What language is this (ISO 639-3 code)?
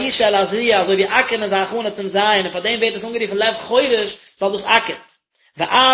yid